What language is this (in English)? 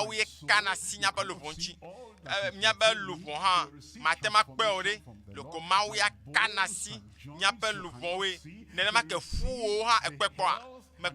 Ewe